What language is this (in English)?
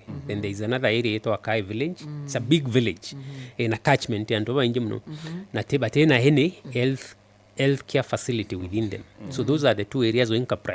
Meru